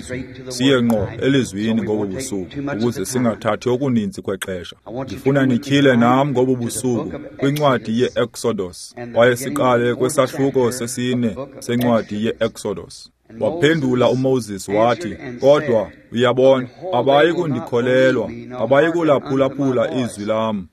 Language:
Xhosa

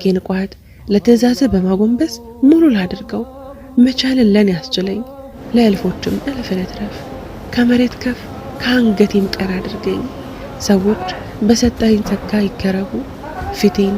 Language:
Amharic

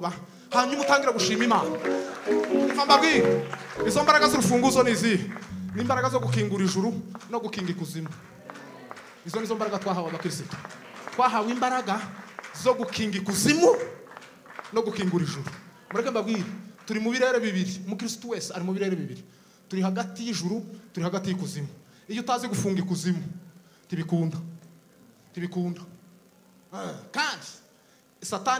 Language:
Kinyarwanda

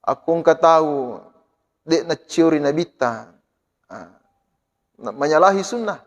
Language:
Buginese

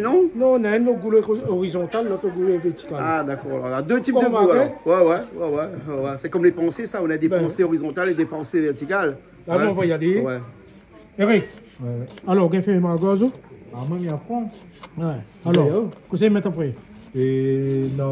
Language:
Réunion Creole French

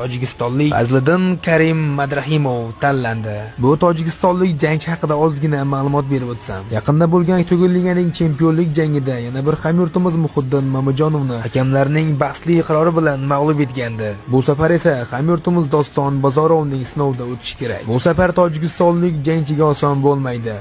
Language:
Uzbek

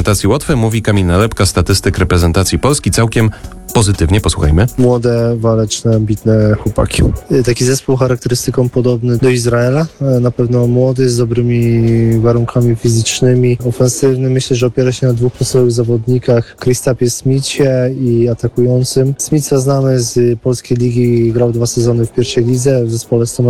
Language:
Polish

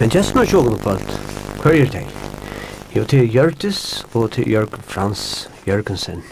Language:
Faroese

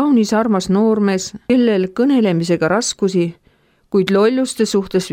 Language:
Estonian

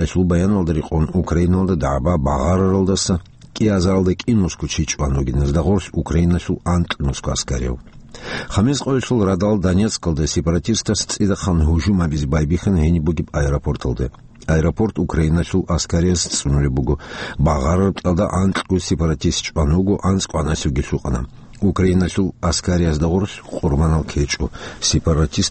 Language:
Avaric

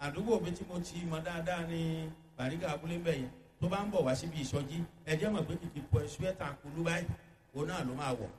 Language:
Yoruba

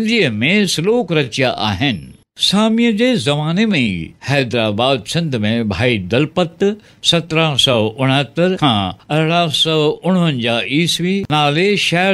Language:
Sindhi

